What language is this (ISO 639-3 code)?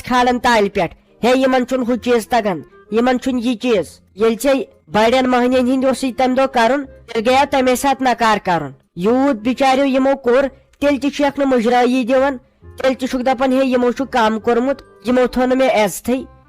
kas